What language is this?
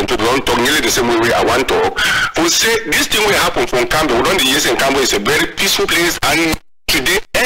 Cameroon Pidgin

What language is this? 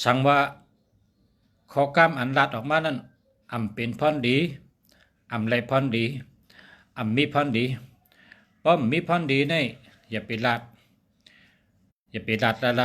Shan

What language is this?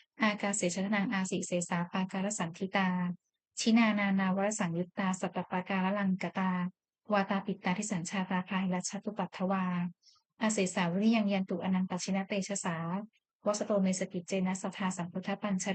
Pali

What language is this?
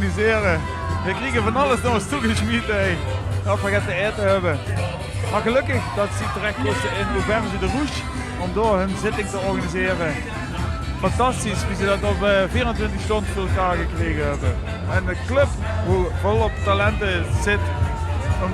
Limburgish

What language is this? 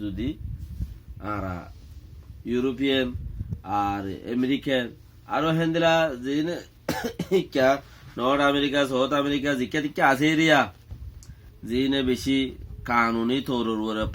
Rohingya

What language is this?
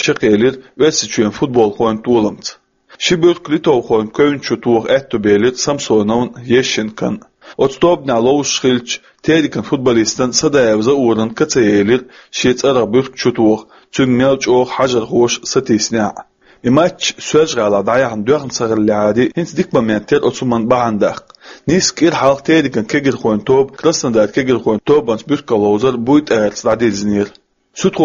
Chechen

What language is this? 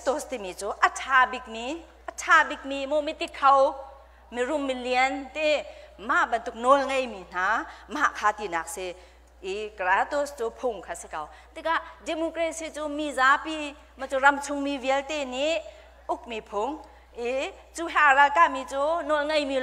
Hakha Chin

